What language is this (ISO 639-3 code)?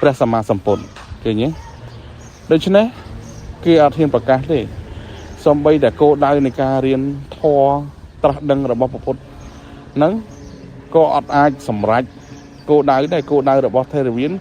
khm